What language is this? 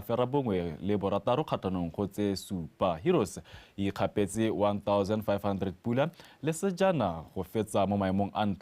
Tswana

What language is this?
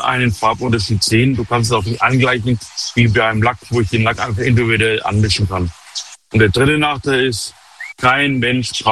German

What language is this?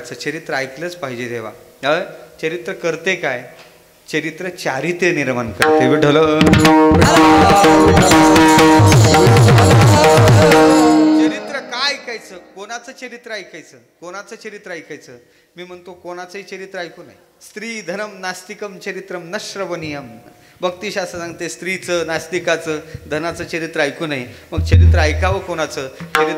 Marathi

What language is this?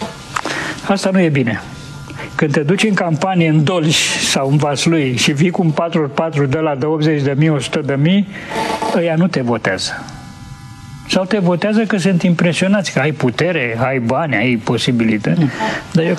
Romanian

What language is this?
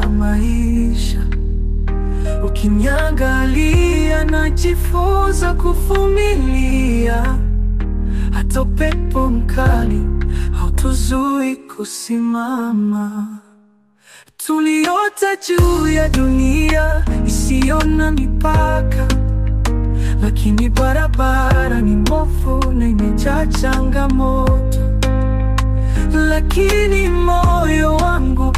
Swahili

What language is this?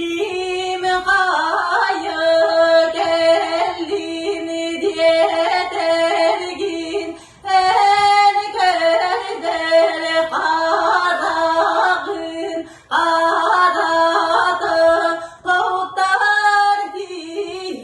Yakut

